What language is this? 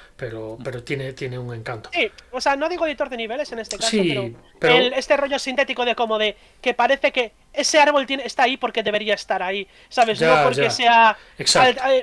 Spanish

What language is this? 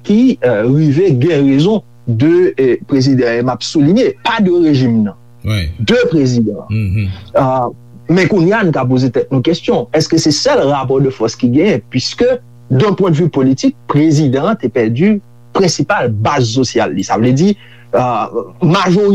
Haitian Creole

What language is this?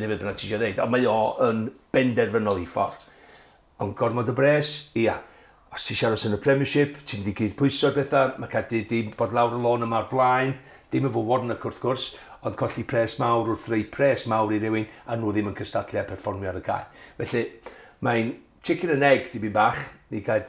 Welsh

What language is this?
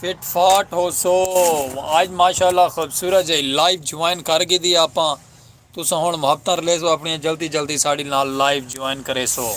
Saraiki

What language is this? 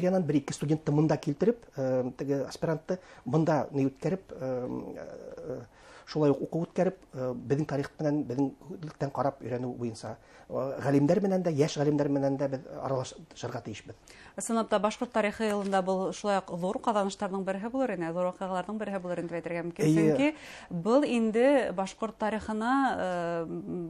Bashkir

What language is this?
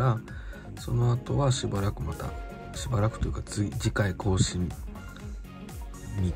Japanese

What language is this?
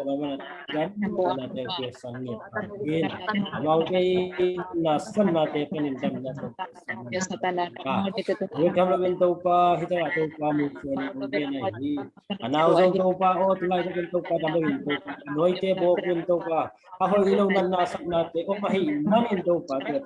Tedim Chin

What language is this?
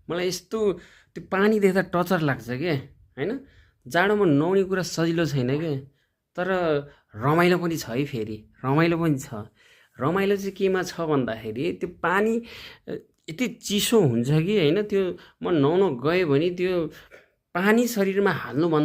Nepali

